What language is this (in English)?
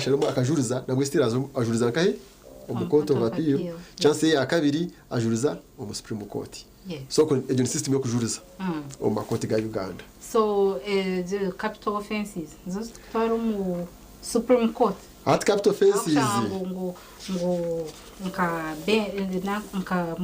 Nyankole